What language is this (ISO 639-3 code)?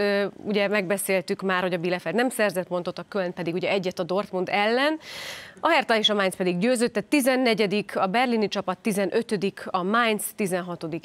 hun